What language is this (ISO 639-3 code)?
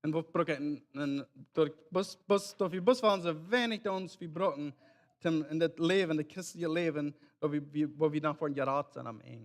pdt